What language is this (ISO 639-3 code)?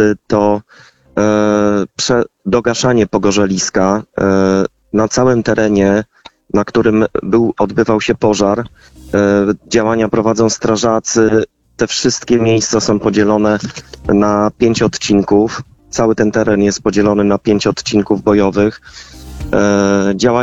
pol